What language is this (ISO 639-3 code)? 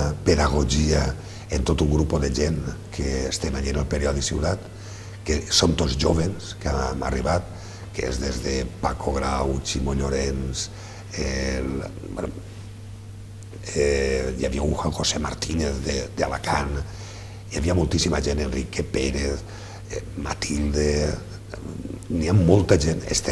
cat